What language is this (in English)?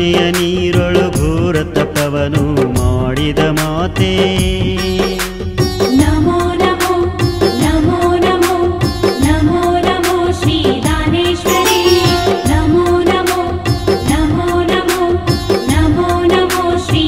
Kannada